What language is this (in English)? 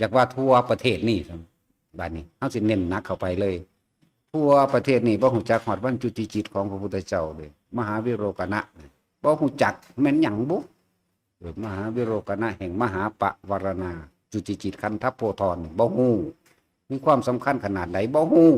Lao